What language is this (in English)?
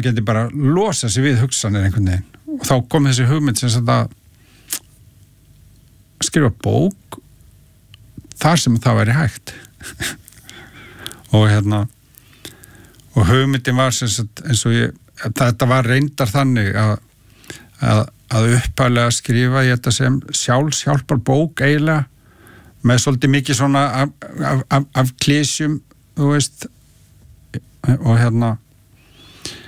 Icelandic